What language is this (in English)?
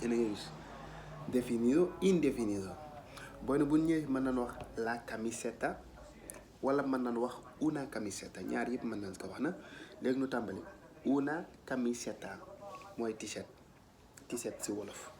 Wolof